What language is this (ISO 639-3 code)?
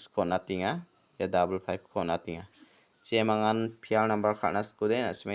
grt